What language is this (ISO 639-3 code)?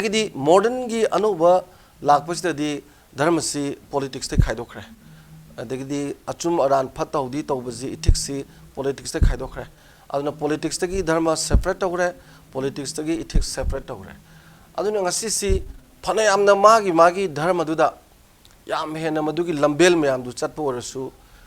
mni